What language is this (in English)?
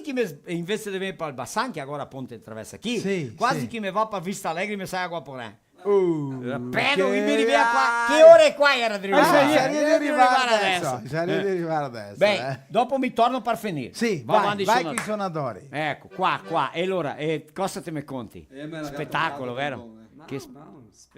Venetian